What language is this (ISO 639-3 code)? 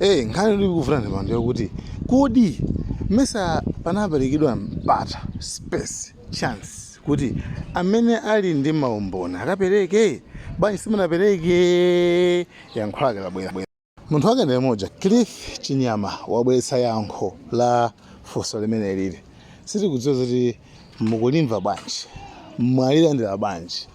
nya